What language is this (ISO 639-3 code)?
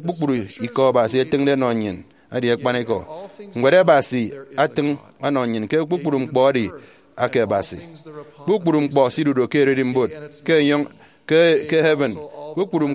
efi